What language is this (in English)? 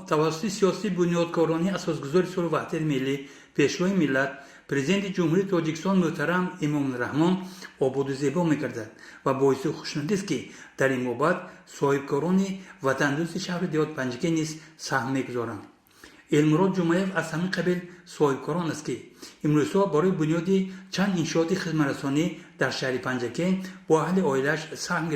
Tajik